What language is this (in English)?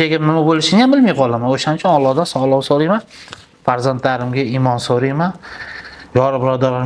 Uzbek